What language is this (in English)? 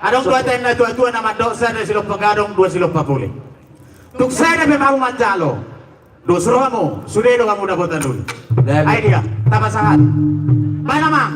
Batak Toba